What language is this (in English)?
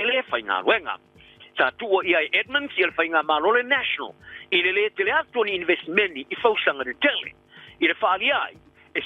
Samoan